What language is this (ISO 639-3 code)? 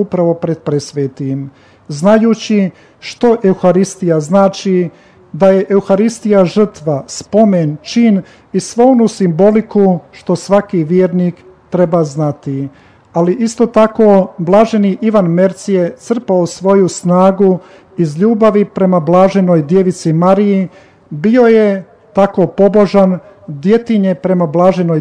hrv